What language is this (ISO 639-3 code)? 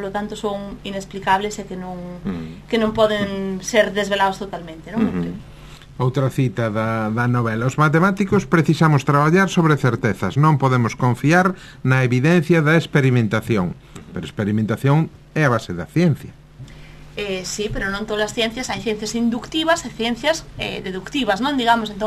glg